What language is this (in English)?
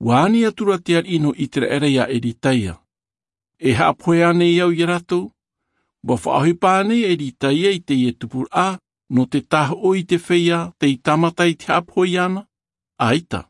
Tahitian